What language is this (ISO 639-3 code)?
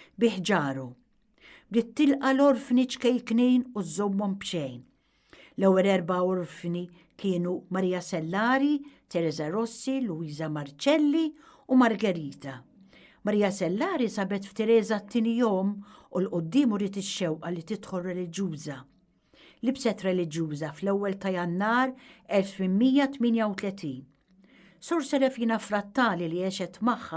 mlt